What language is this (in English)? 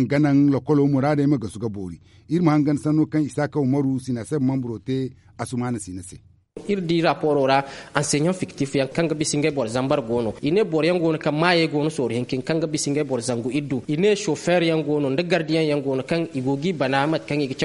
Zarma